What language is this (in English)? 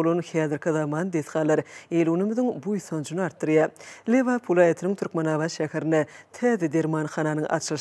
Turkmen